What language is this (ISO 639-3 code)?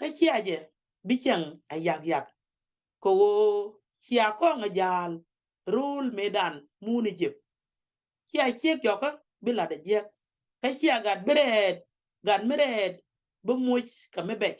nus